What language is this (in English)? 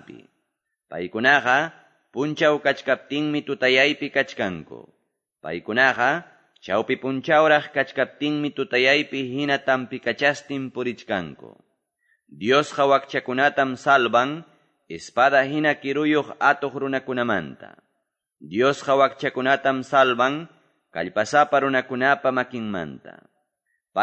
Quechua